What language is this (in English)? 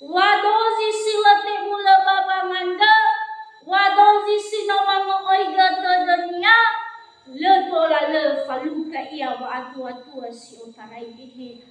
Nias